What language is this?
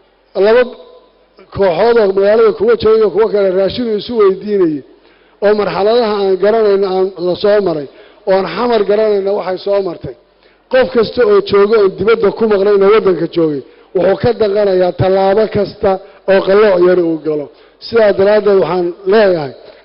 Somali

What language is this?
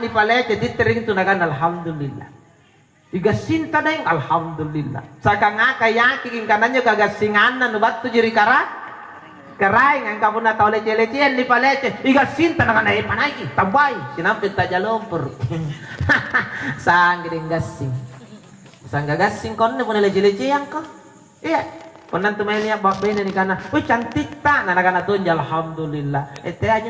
Makasar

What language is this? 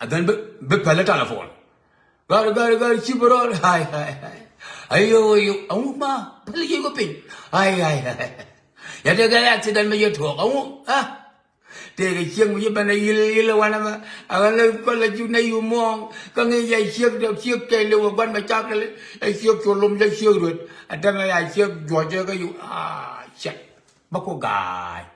Nuer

